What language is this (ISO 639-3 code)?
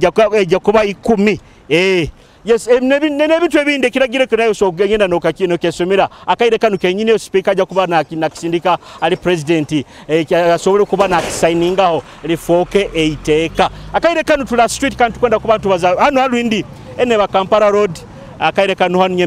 nyo